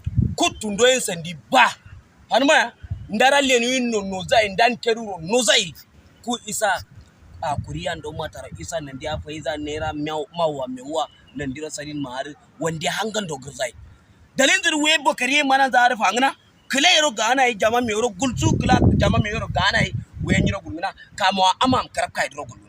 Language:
Hausa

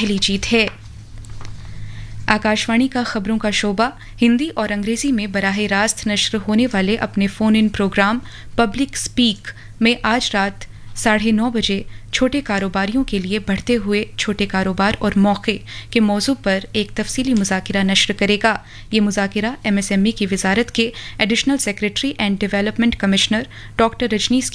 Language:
Urdu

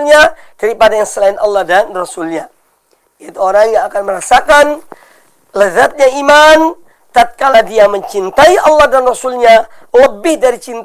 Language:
Indonesian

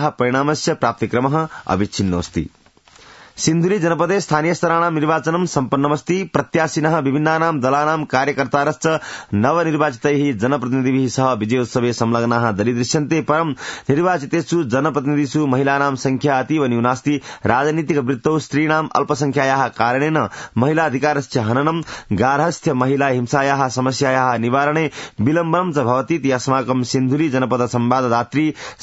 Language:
Sanskrit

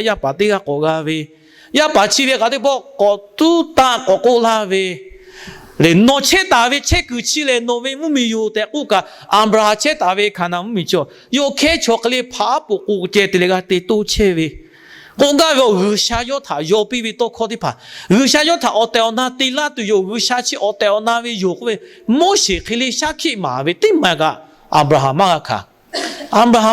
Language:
Lahu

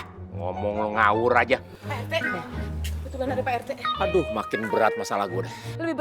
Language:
Betawi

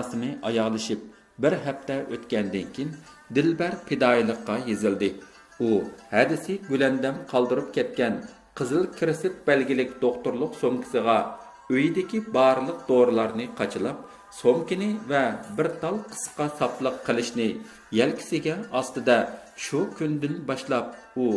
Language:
Uyghur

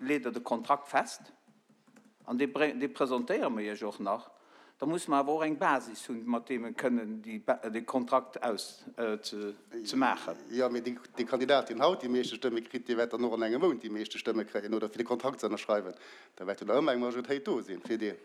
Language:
Luxembourgish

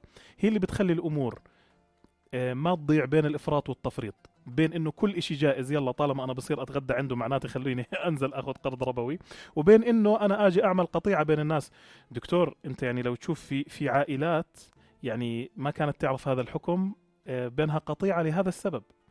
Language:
North Levantine Arabic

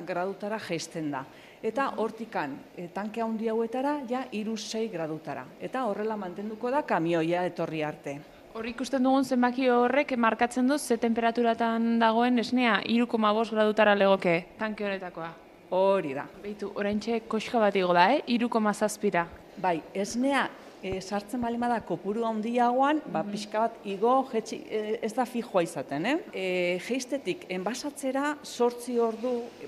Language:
Basque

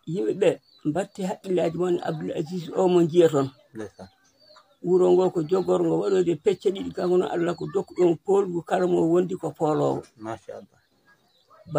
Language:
Fula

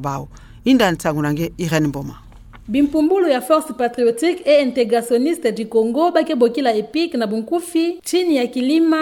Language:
Kituba (Democratic Republic of Congo)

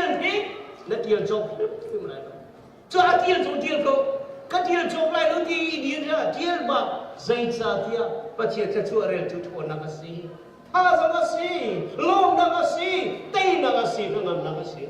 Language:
Hakha Chin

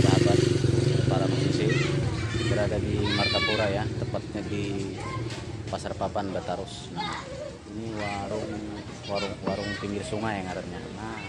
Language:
Banjar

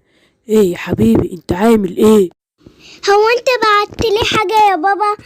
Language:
Egyptian Arabic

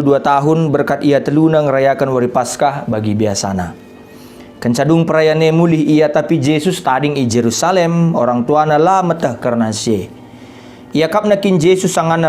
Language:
Batak Karo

